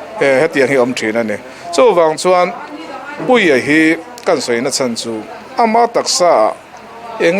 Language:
Mizo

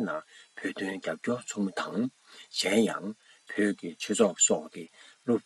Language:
Tibetan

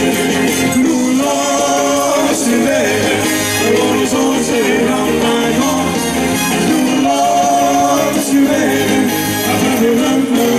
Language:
Limburgish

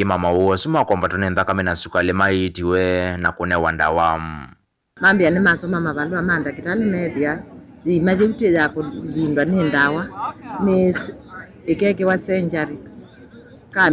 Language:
Kamba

